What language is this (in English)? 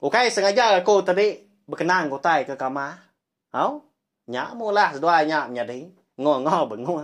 Iban